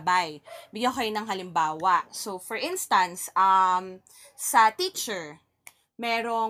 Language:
Filipino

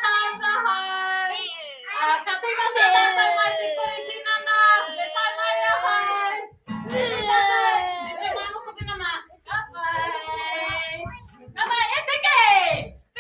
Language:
Māori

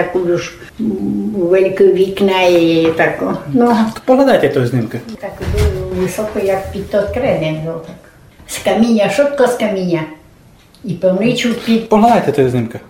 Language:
Rusyn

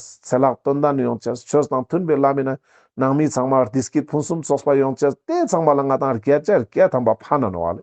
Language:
Ladakhi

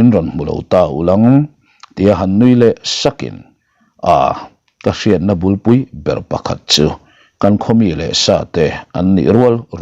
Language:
Mizo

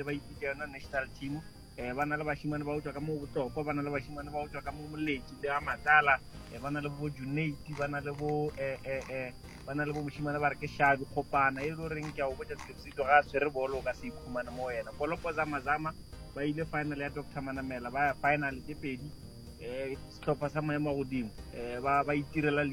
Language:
Northern Sotho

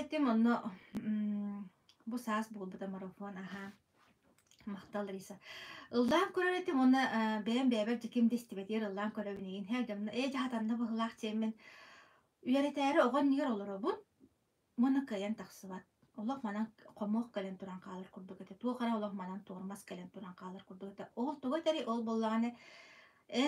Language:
Yakut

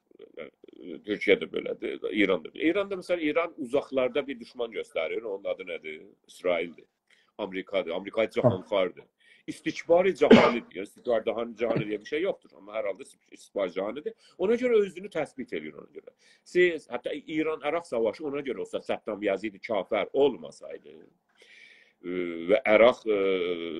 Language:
South Azerbaijani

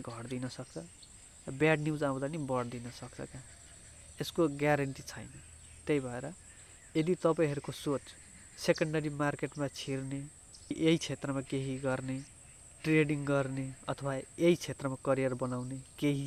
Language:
Nepali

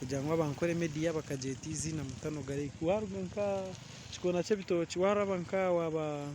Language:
Nyankole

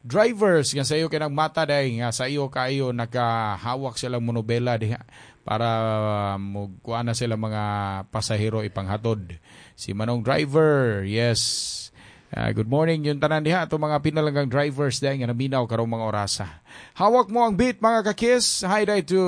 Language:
Cebuano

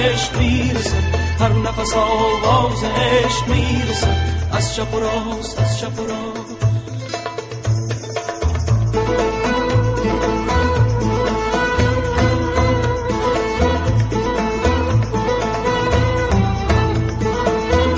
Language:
Persian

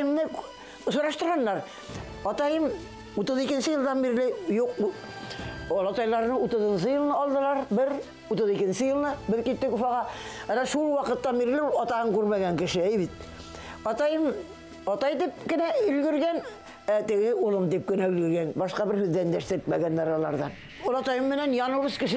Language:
Bashkir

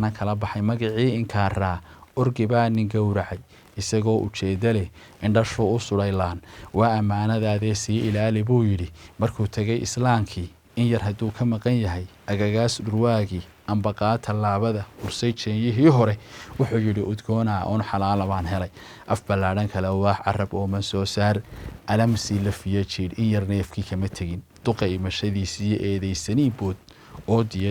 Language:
Somali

